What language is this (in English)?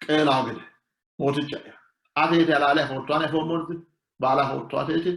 Sidamo